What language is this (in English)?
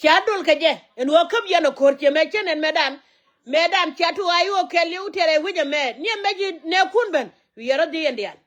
Nuer